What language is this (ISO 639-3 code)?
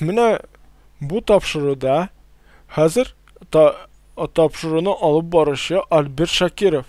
tat